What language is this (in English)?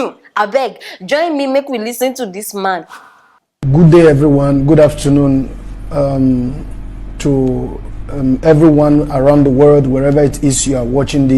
Nigerian Pidgin